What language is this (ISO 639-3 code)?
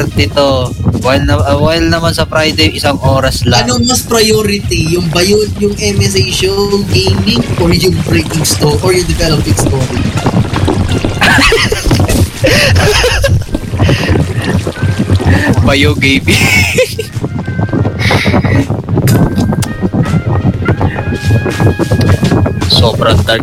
fil